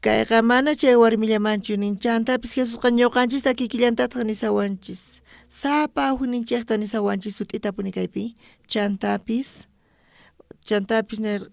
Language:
South Bolivian Quechua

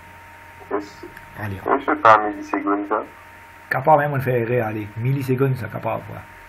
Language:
French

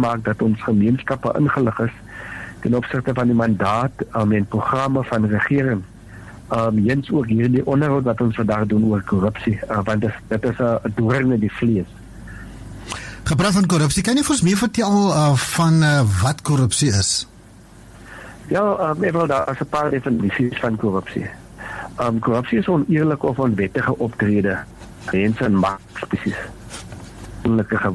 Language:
Afrikaans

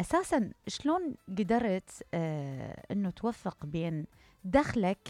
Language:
Mesopotamian Arabic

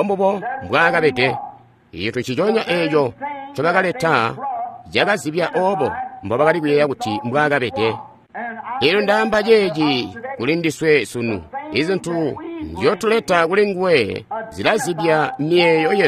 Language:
Tonga (Zambia)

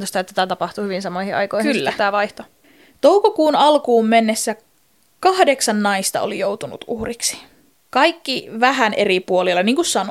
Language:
Finnish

